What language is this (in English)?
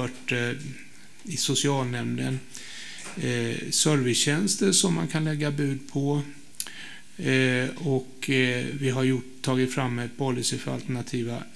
Swedish